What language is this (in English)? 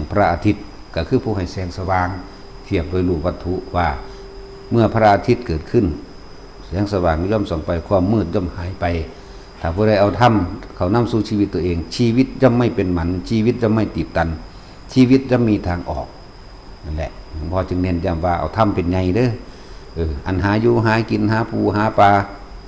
Northeastern Thai